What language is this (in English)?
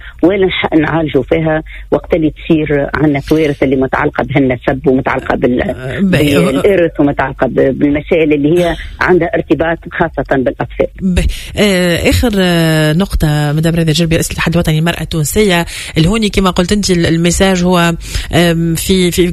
Tunisian Arabic